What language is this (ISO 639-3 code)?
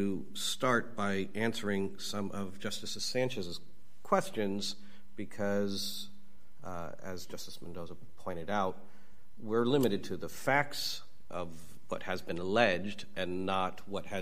eng